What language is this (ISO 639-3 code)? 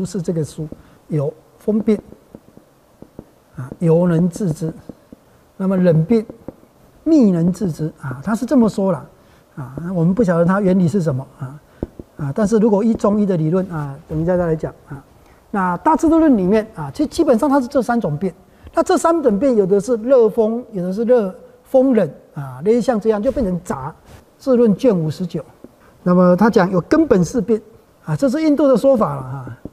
zho